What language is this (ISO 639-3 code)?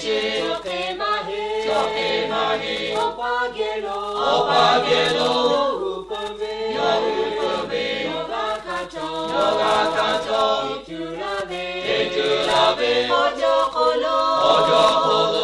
lhu